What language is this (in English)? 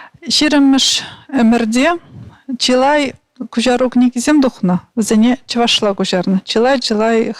Chuvash